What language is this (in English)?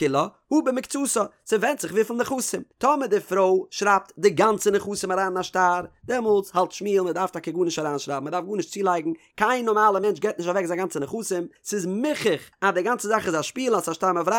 Yiddish